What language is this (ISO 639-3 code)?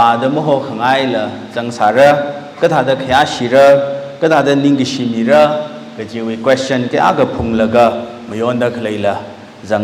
nmf